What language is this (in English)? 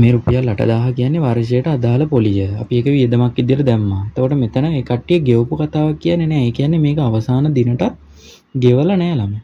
Sinhala